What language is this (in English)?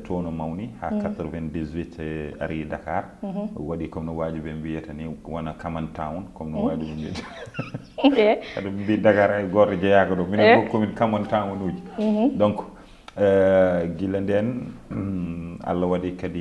Fula